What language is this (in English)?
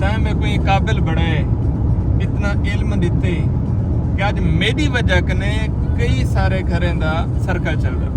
Saraiki